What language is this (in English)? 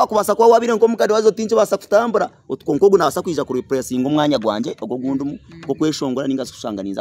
Nyankole